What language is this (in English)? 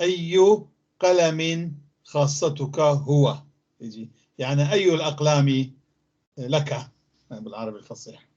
North Levantine Arabic